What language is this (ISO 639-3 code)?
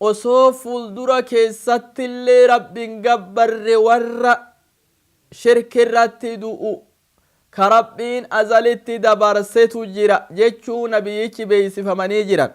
orm